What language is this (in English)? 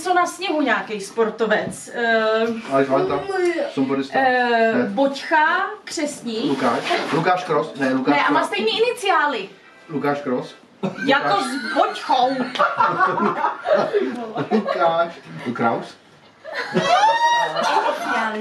Czech